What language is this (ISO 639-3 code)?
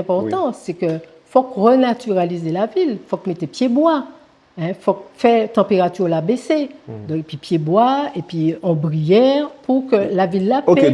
gcf